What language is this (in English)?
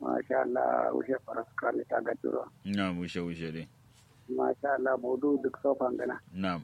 Kanuri